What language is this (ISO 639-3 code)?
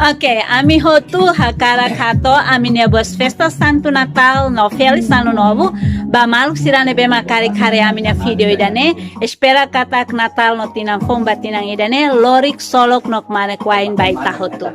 tet